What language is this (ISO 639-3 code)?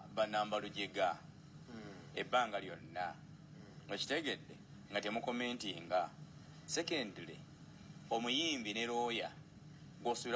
lug